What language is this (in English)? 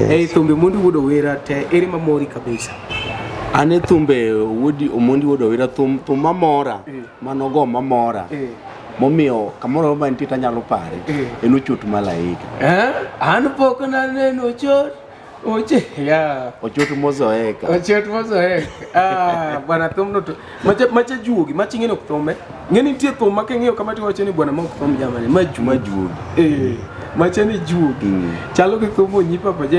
Luo (Kenya and Tanzania)